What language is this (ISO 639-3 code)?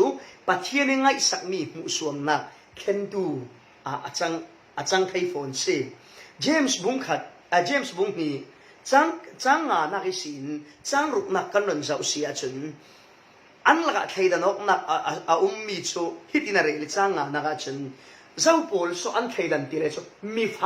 cfm